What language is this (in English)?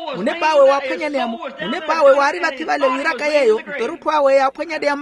Makhuwa